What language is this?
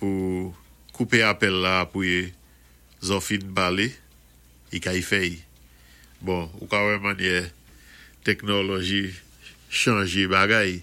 Saint Lucian Creole French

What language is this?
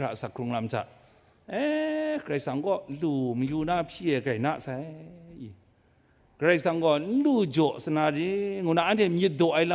Kachin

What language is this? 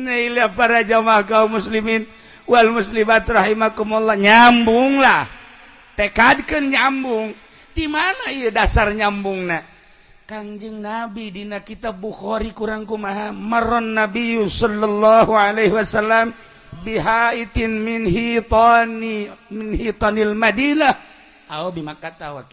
Sundanese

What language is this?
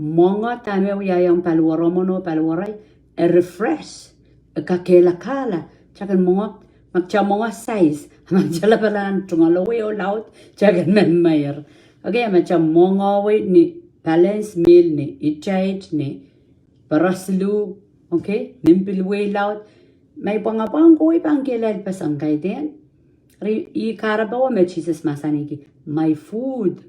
Pohnpeian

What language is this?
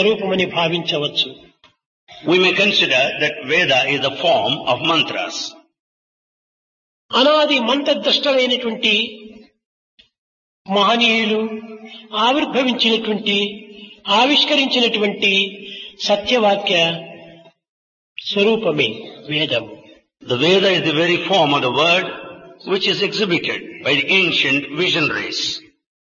Telugu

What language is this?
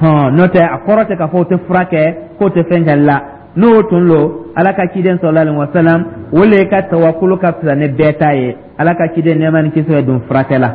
Dyula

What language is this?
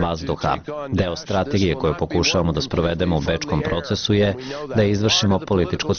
Serbian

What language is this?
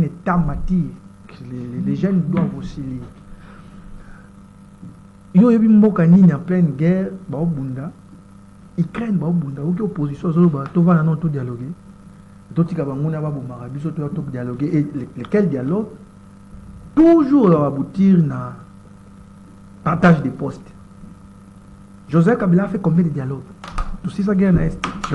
French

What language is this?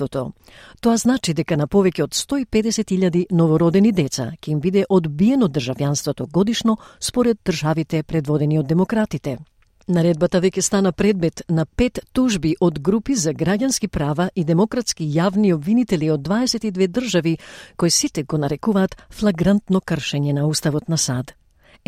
Macedonian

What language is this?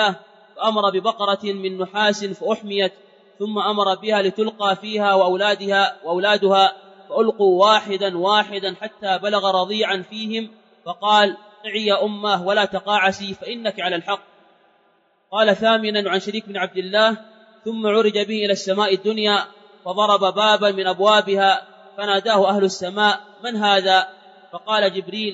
Arabic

